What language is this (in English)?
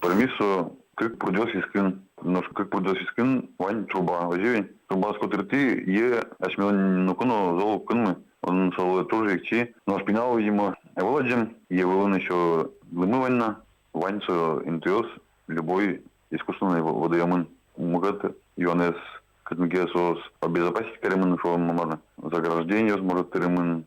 Udmurt